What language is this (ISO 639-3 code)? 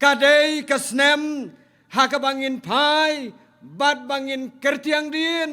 kha